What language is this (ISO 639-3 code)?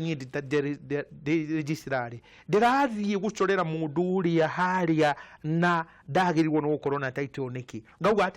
kik